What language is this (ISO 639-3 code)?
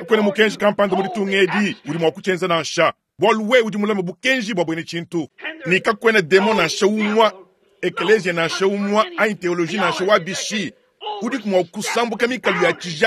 lua